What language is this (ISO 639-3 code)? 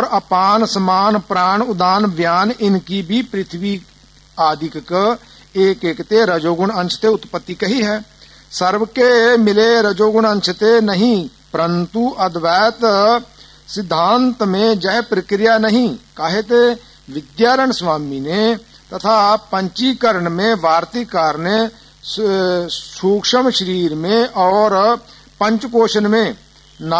pan